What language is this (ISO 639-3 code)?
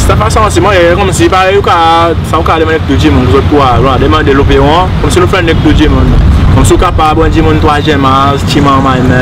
crs